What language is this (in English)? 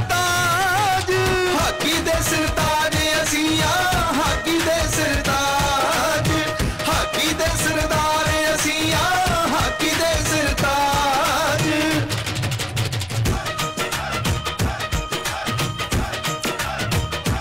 Punjabi